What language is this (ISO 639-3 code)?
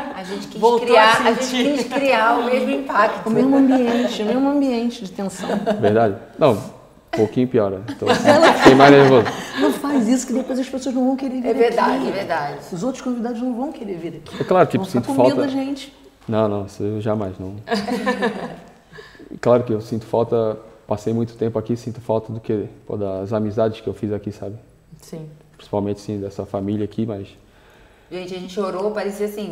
por